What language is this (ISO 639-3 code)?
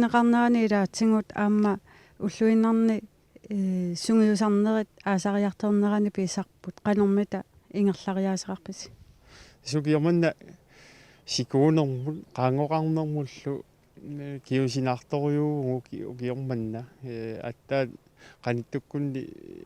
kal